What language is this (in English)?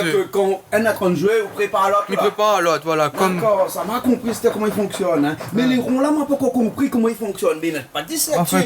Réunion Creole French